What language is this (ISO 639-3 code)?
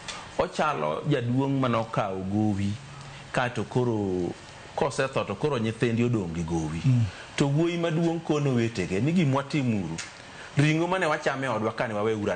luo